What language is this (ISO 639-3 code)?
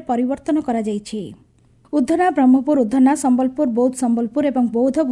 ori